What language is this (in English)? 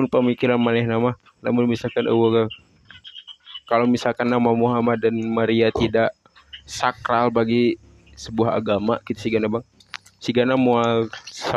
Sundanese